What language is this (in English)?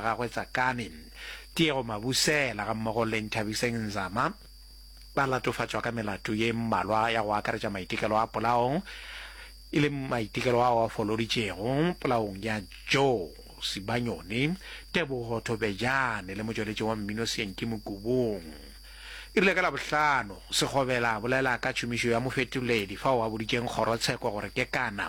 Northern Sotho